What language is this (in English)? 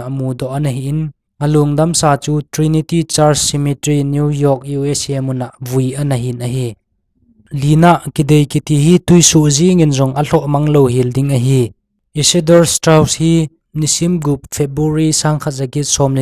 Thado Chin